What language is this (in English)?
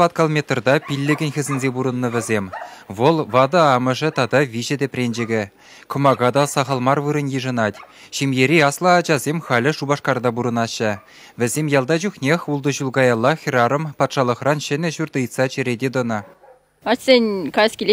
Chuvash